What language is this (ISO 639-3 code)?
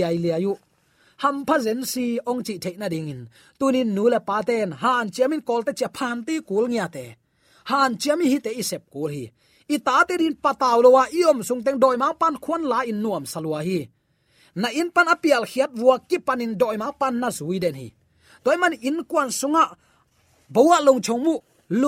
ctd